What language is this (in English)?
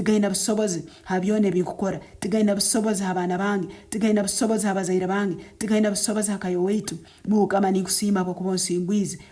Nyankole